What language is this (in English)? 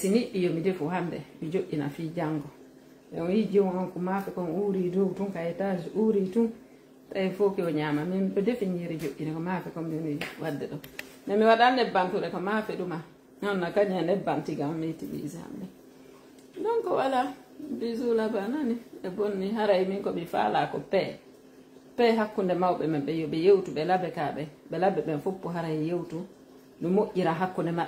Fula